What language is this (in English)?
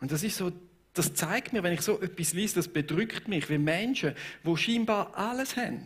Swiss German